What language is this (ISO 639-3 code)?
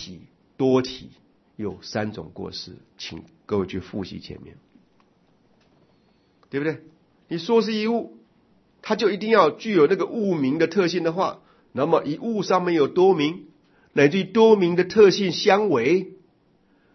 zho